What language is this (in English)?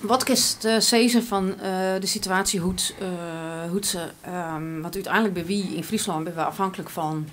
Western Frisian